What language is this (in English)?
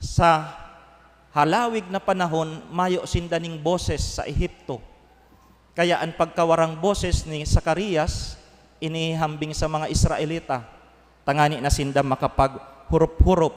Bikol